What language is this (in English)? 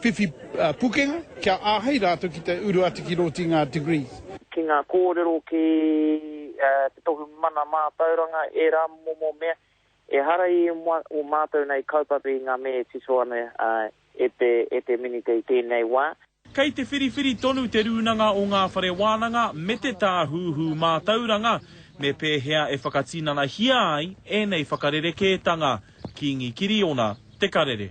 Māori